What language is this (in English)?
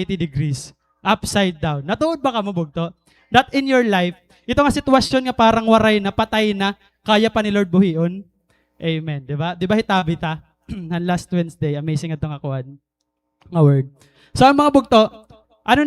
Waray